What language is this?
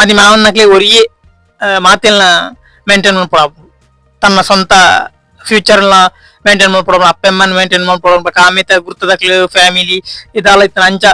Tulu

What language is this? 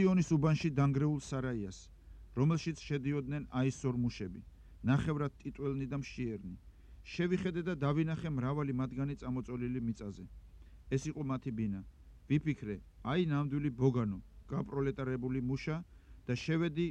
Georgian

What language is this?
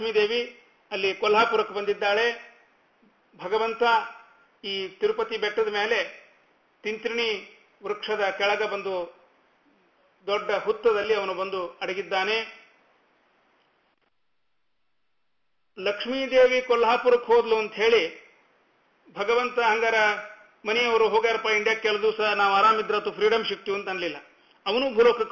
Kannada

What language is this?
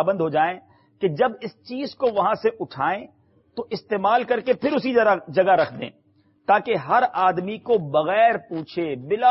Urdu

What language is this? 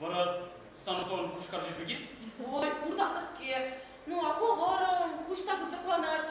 Chuvash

